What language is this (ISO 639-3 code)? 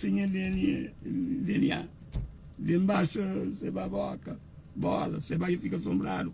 kea